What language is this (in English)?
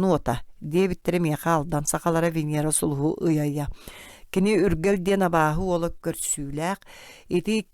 Yakut